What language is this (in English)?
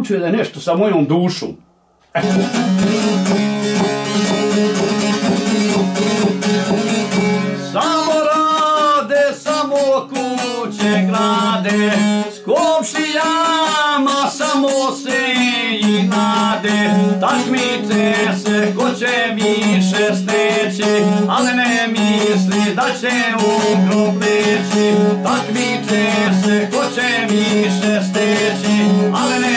Bosnian